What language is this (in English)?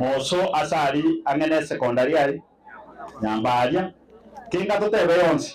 Gusii